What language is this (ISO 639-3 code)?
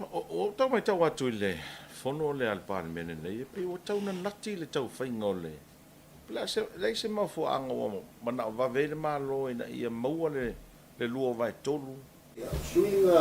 smo